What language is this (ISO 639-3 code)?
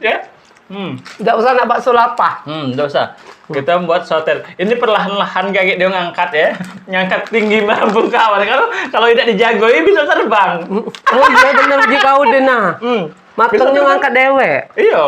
mui